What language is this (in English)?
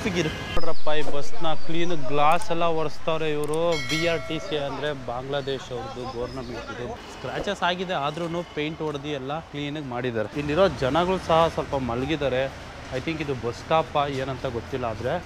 Kannada